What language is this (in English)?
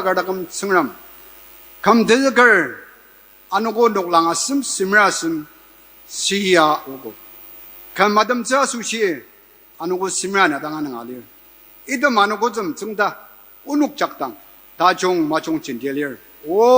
Ao Naga